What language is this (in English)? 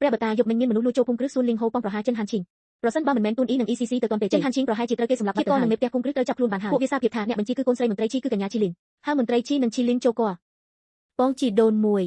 Khmer